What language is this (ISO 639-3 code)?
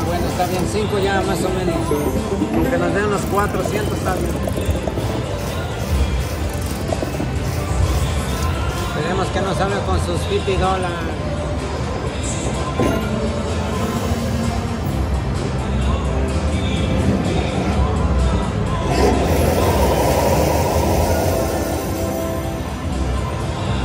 spa